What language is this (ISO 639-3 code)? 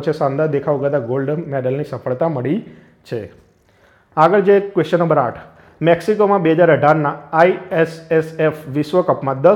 guj